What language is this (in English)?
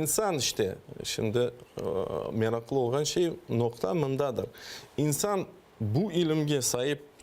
Crimean Tatar